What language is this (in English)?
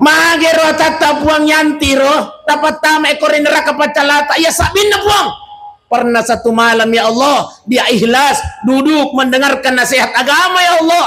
Buginese